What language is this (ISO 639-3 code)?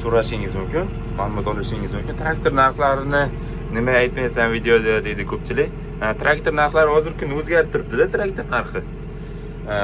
uzb